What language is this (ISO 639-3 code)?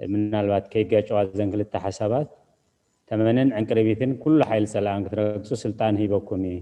tir